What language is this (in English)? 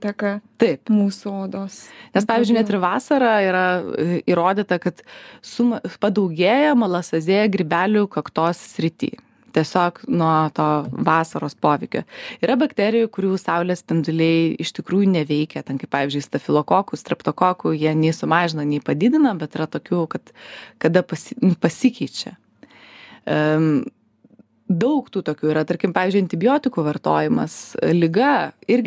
Lithuanian